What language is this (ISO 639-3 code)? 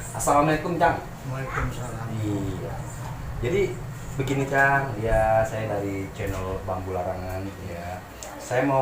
bew